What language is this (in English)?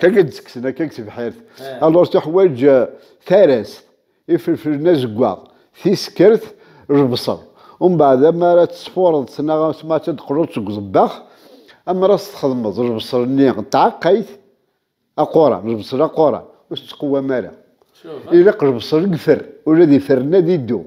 Kabyle